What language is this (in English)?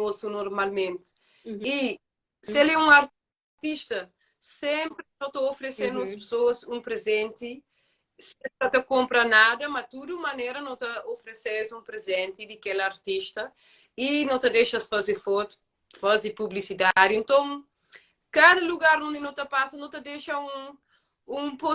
Kabuverdianu